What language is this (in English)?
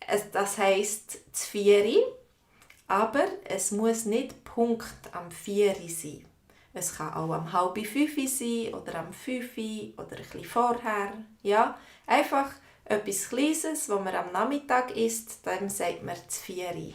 Swiss German